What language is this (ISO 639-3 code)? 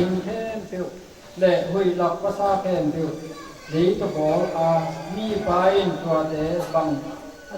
ctd